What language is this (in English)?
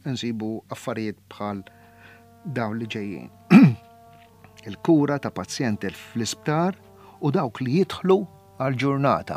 Maltese